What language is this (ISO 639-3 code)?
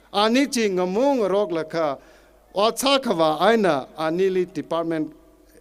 nmf